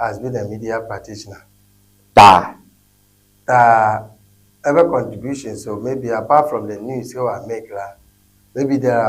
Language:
Ewe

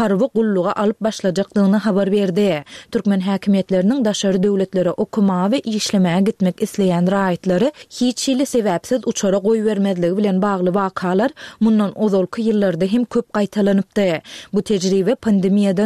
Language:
Turkmen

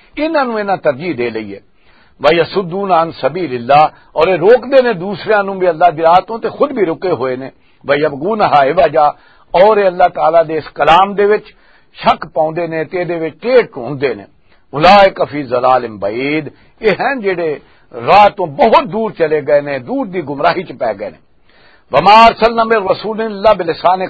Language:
Western Panjabi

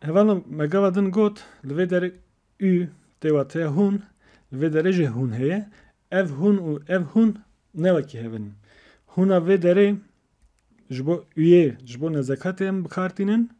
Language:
Kurdish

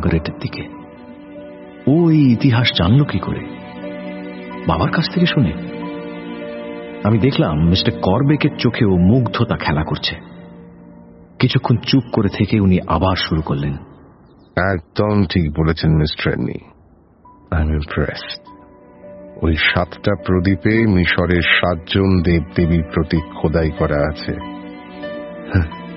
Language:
Bangla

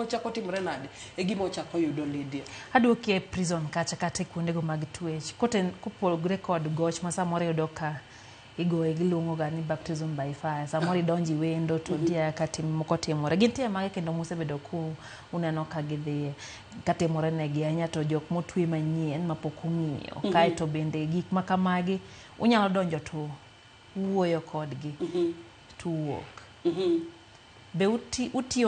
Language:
Luo (Kenya and Tanzania)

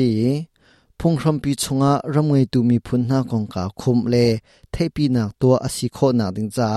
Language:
Hakha Chin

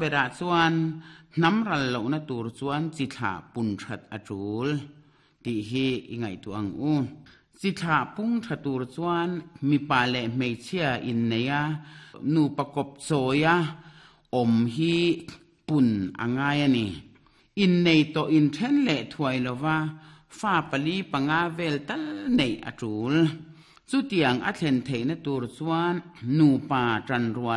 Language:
Mizo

